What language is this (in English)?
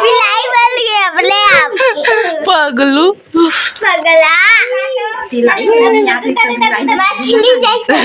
Chhattisgarhi